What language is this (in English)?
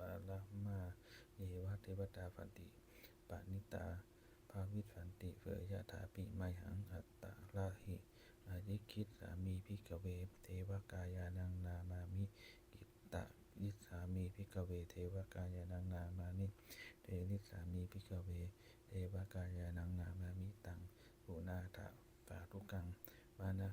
Pali